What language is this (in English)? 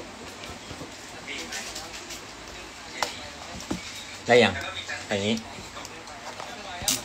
Thai